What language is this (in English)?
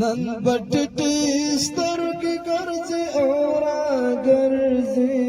Pashto